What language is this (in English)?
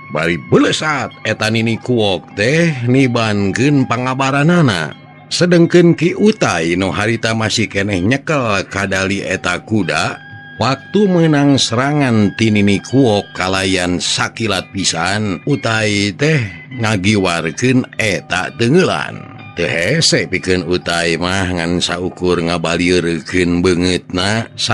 Sundanese